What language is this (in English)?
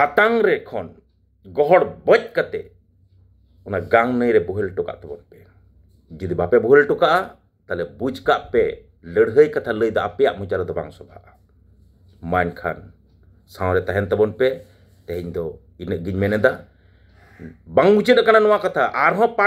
Santali